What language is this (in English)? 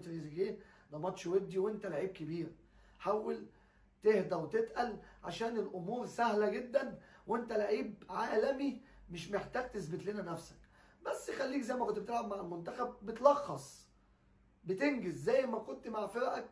Egyptian Arabic